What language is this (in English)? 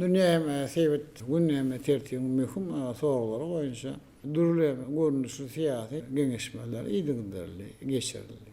Turkmen